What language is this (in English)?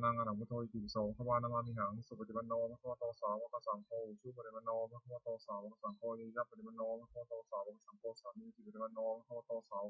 Pali